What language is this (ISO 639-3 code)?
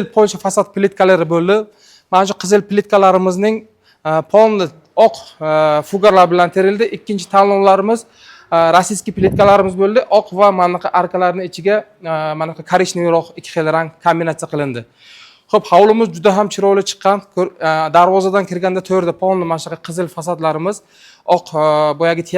uzb